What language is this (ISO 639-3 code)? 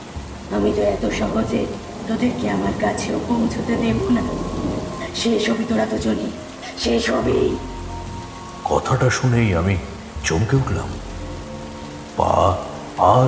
ben